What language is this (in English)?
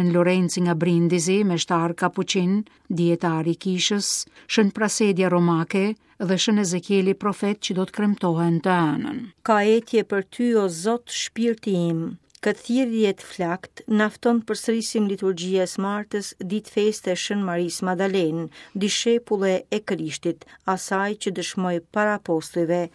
Albanian